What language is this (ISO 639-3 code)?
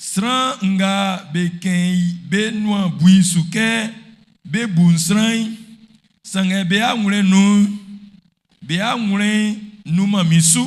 bci